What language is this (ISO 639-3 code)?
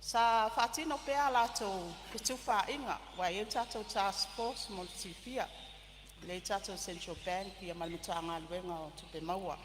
smo